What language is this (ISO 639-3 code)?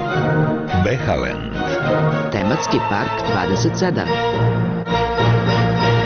bos